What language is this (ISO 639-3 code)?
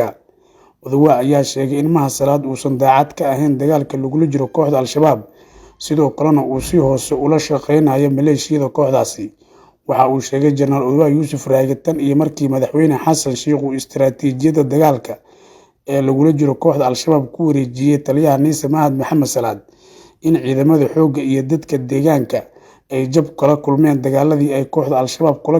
som